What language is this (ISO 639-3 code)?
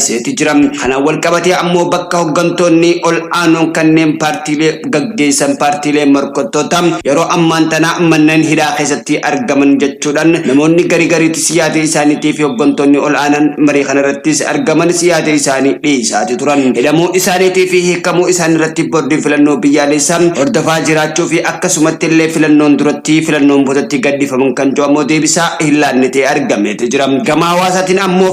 orm